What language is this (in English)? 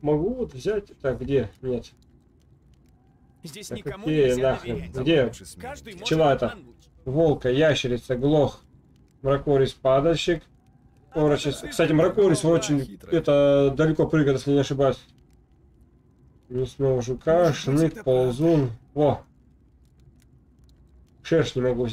Russian